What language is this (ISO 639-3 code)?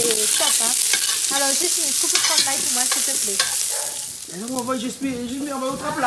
rcf